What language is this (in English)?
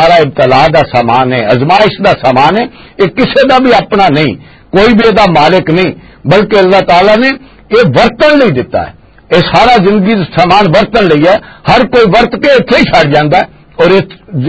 Western Panjabi